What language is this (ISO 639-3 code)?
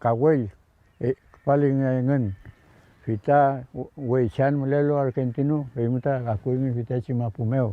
arn